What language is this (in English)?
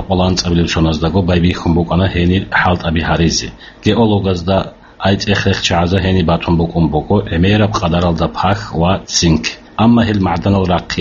Avaric